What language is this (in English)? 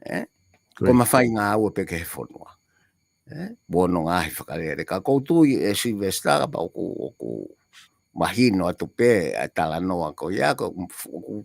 Tongan